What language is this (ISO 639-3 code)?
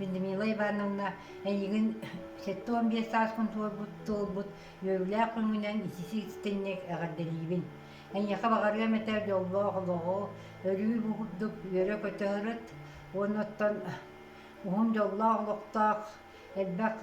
sah